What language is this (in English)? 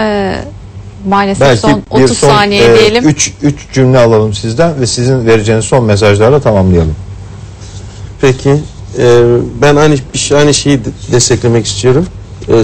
Turkish